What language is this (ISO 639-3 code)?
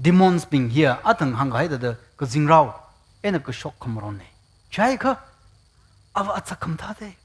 nmf